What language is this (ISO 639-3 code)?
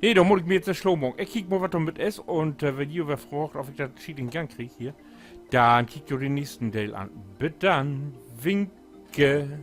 nds